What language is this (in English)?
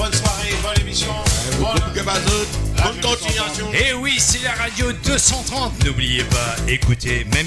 Morisyen